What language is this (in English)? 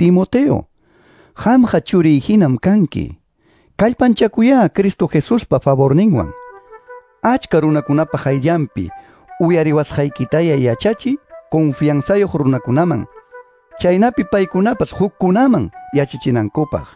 Quechua